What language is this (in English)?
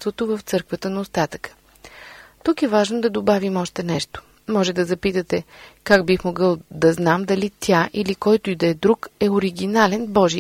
Bulgarian